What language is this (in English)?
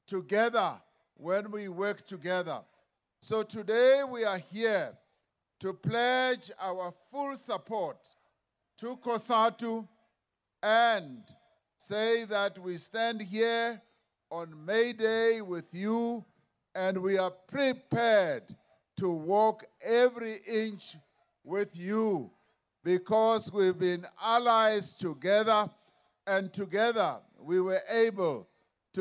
English